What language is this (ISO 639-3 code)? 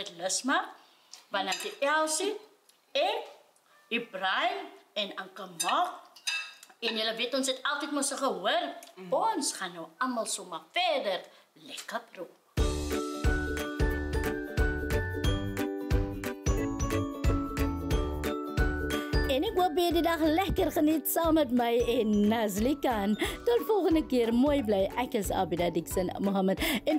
afr